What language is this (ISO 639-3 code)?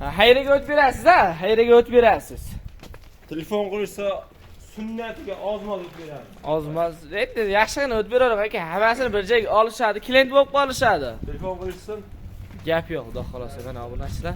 uzb